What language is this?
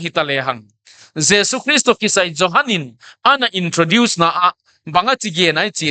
Paite Chin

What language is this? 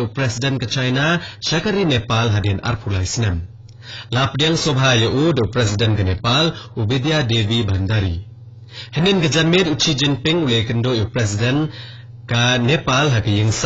Khasi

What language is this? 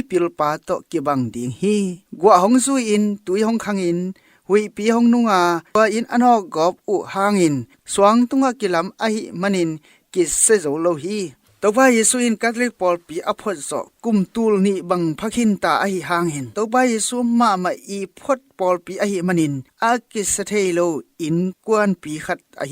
Tedim Chin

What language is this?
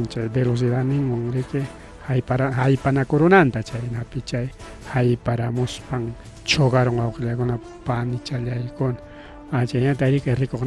Ayacucho Quechua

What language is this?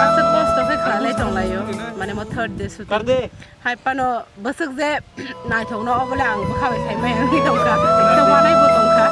Kok Borok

